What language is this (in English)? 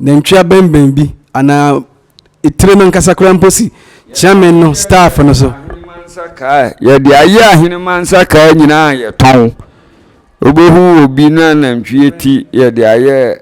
Akan